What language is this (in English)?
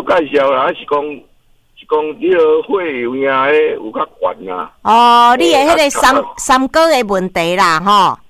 Min Nan Chinese